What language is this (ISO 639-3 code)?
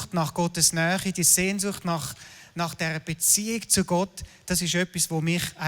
gsw